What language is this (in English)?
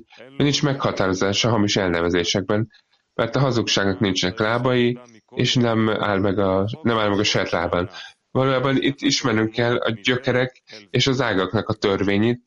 Hungarian